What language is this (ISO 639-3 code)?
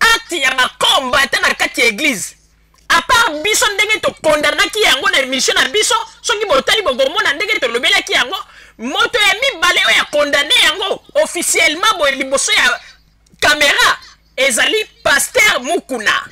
lin